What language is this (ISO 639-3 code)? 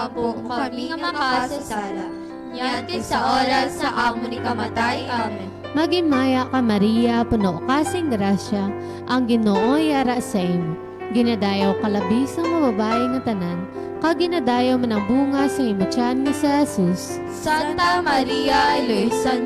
hil